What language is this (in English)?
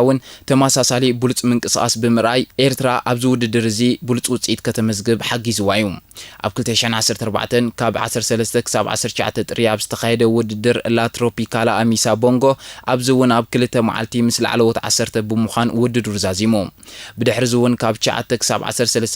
Tigrinya